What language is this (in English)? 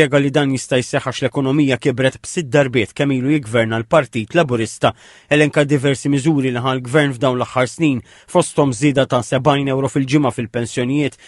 Maltese